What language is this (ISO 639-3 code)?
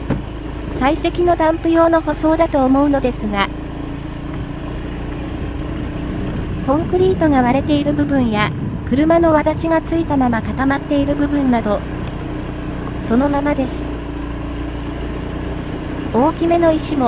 jpn